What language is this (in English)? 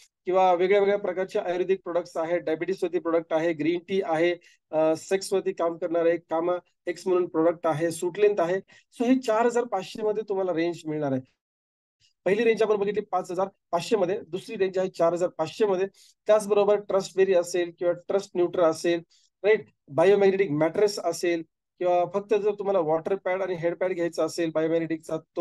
Marathi